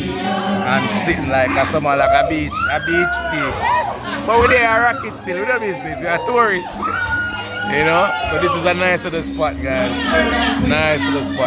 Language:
Jamaican Creole English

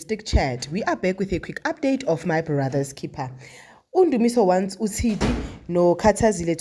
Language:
Zulu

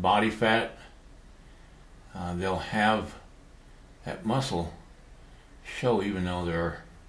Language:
English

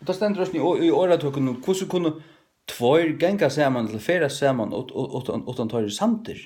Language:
Faroese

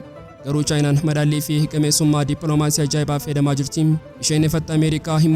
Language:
Oromo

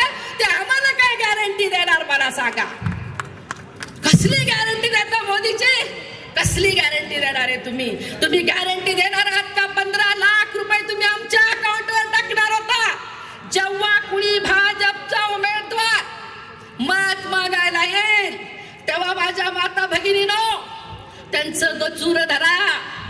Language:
Marathi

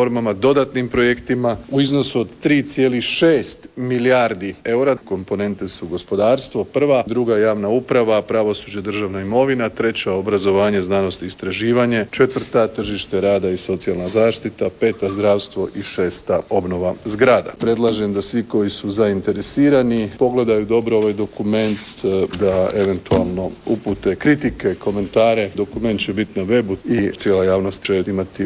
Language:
Croatian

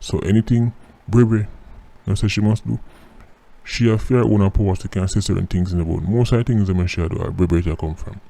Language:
Jamaican Creole English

